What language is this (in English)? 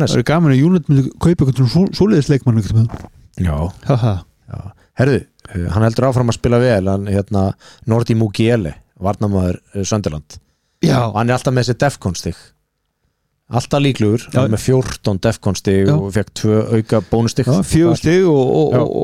Icelandic